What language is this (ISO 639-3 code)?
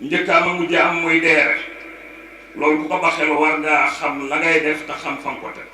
wol